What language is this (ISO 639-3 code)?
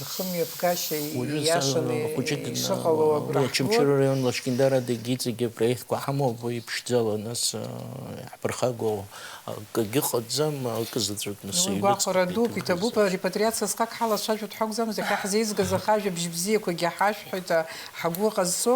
abk